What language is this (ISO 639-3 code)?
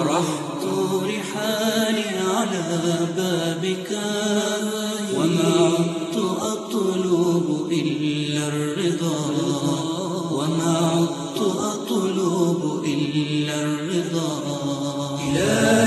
ara